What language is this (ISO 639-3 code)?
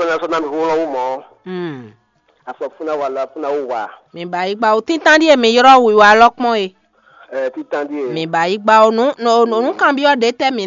fon